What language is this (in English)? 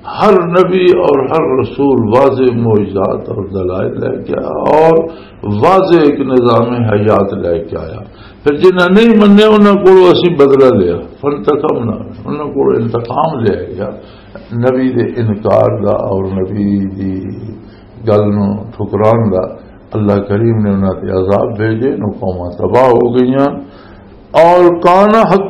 Western Panjabi